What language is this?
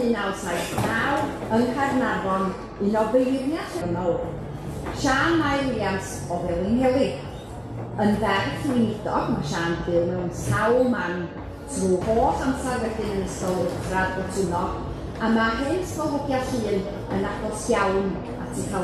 Welsh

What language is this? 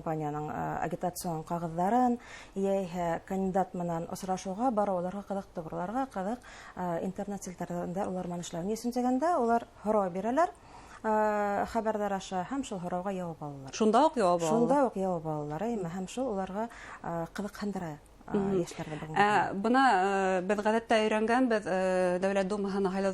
Bashkir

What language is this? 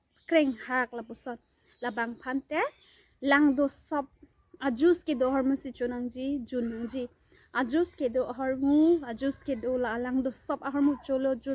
Karbi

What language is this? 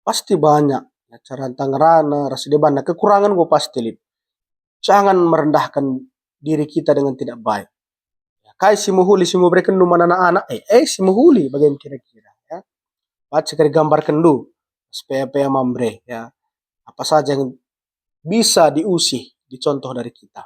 Batak Karo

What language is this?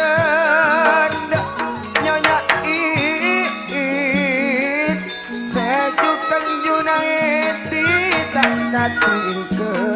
Madurese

